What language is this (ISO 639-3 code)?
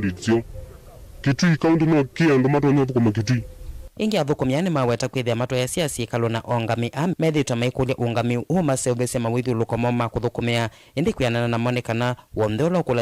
kam